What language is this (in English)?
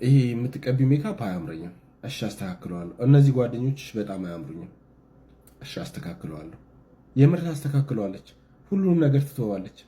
Amharic